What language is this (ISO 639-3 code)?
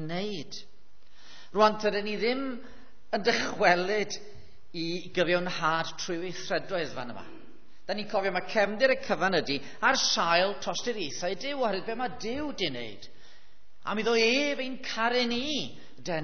cym